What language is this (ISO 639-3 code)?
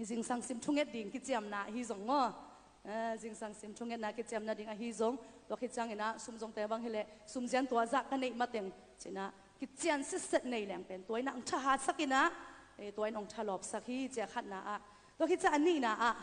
ctd